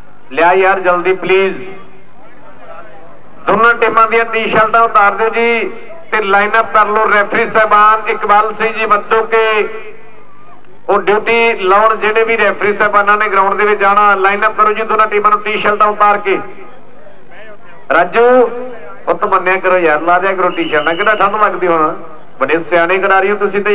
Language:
Punjabi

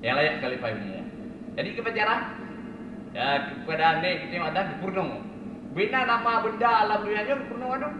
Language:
Achinese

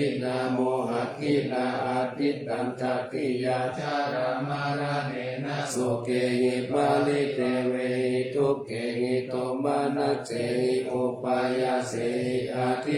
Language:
Pali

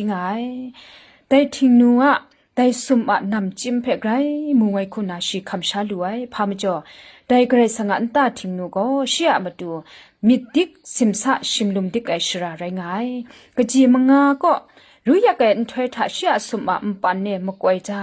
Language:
Kachin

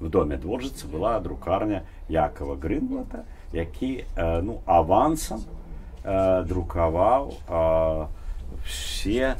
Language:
Belarusian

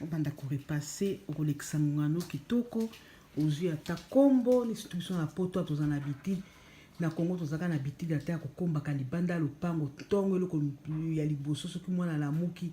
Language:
Lingala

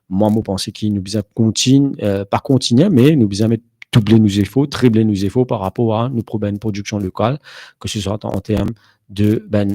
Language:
Morisyen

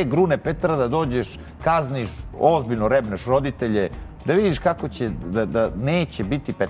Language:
Serbian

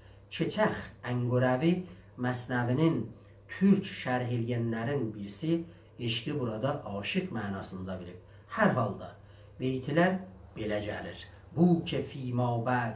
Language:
South Azerbaijani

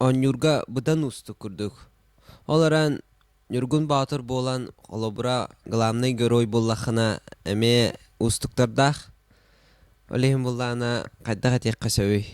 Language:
Yakut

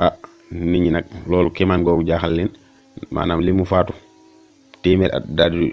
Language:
Wolof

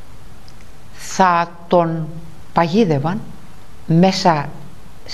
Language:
Greek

